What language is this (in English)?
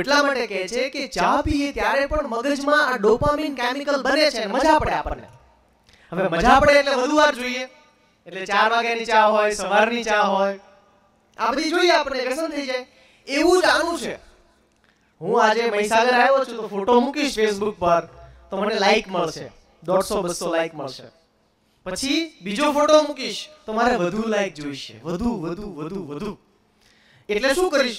Gujarati